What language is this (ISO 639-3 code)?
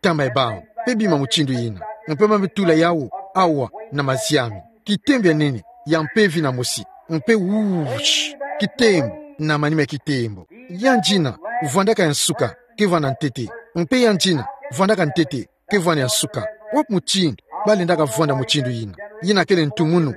ktu